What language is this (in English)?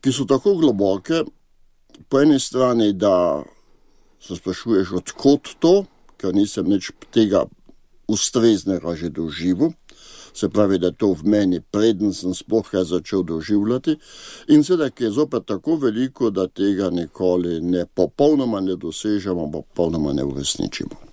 Slovenian